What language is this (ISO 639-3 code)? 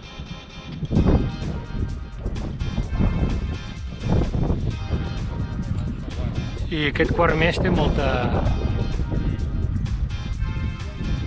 cat